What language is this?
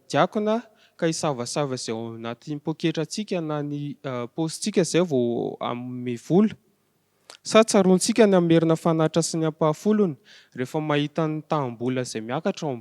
Malagasy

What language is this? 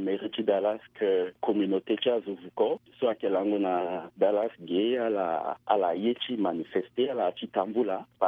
Sango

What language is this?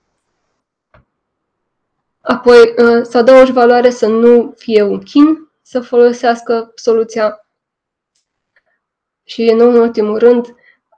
Romanian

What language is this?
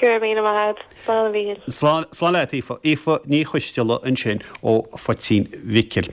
Irish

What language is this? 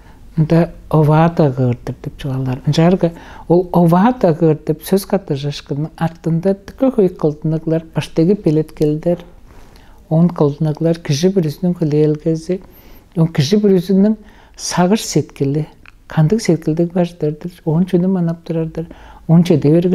Tuvinian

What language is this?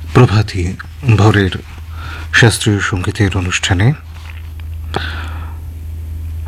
Bangla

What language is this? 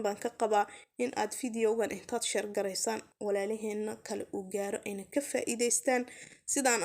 Somali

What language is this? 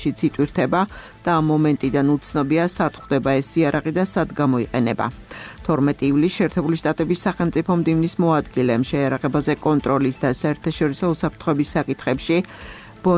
Georgian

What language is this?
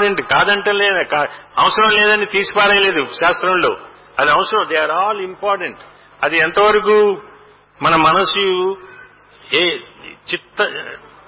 Telugu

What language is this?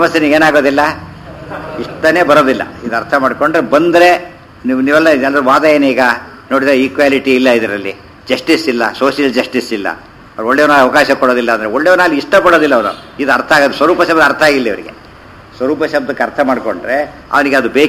Kannada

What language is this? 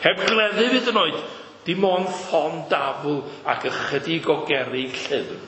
Welsh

